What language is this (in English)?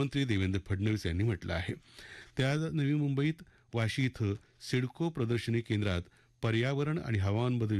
Marathi